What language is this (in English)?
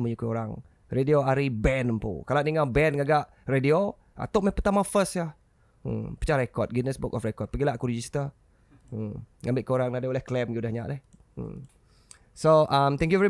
Iban